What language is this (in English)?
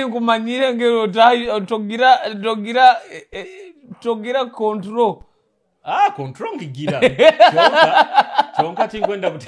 Nyoro